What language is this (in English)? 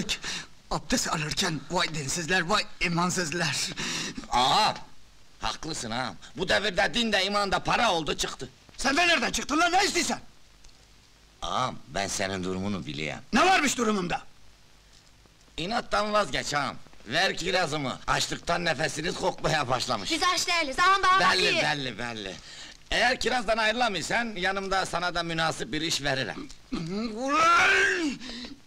Turkish